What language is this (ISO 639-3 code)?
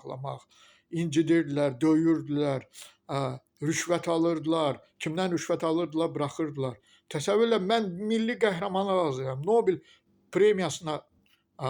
aze